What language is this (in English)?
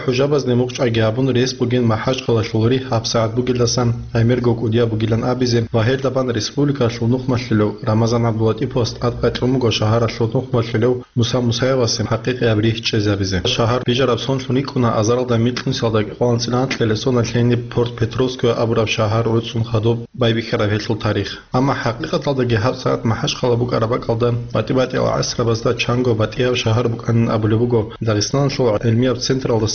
Avaric